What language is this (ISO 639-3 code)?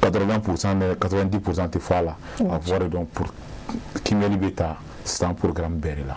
bam